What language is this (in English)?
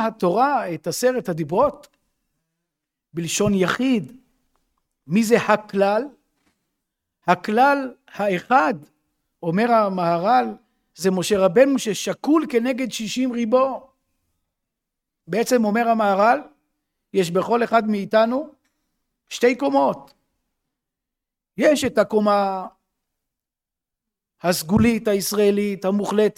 Hebrew